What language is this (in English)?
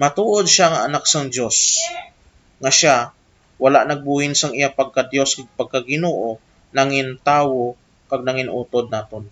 Hiligaynon